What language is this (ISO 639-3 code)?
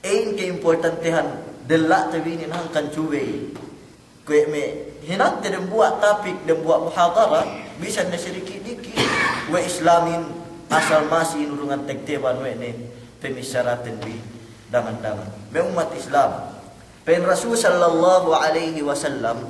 yka